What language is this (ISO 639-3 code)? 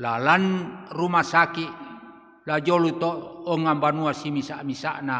sda